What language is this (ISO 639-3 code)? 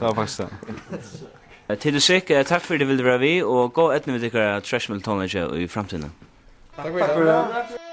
fao